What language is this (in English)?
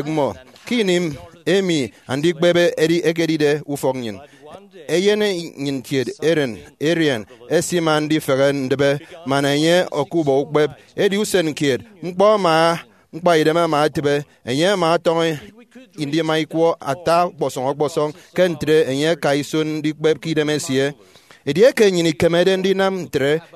Efik